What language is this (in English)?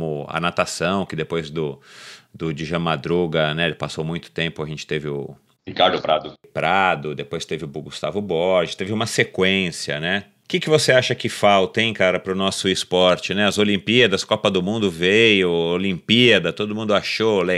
Portuguese